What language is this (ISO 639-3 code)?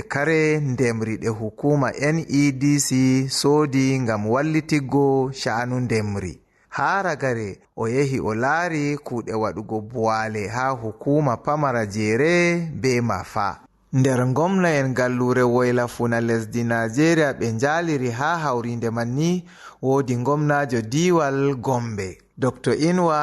ful